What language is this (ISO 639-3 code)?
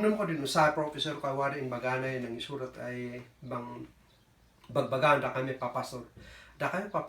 kne